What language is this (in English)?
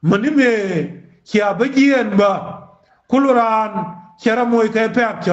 Nuer